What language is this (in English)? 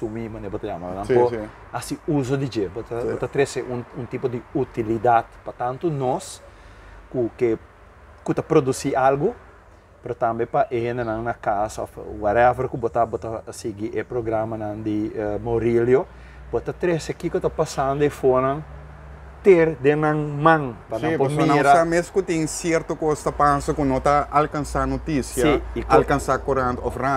Papiamento